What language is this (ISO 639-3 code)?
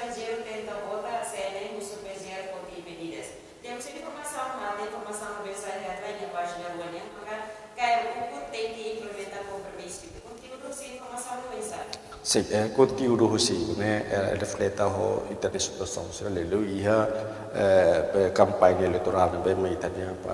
tet